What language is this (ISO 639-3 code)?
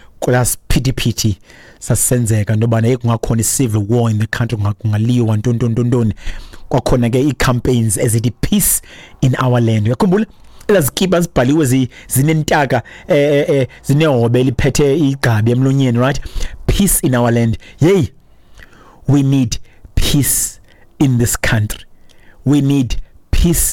xho